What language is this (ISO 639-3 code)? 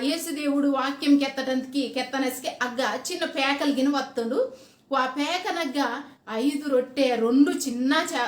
kff